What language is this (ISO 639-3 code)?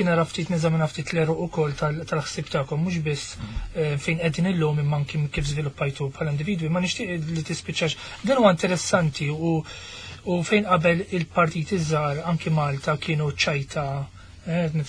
mlt